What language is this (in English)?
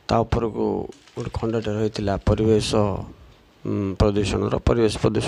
Odia